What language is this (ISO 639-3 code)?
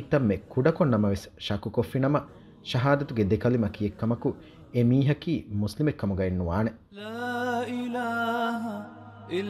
div